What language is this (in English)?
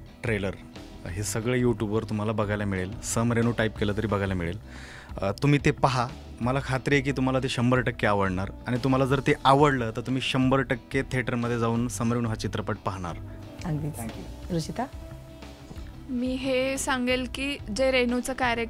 Marathi